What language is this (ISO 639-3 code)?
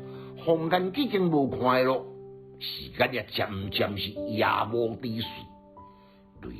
nan